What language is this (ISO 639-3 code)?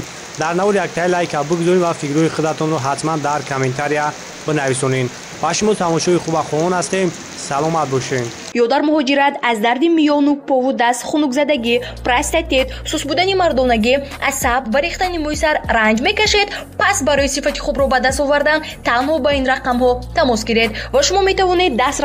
tgk